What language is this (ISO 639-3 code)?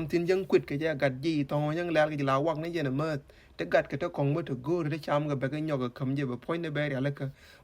nus